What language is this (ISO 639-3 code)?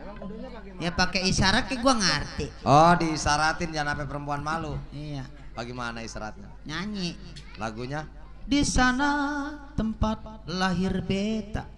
bew